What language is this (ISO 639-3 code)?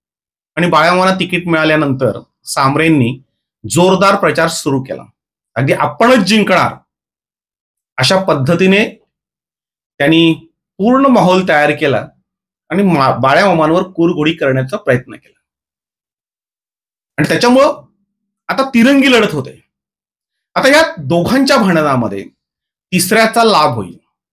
mar